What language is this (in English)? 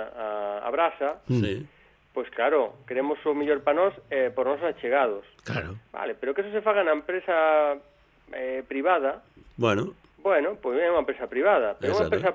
Galician